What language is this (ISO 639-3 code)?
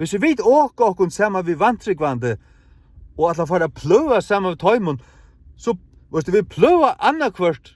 fao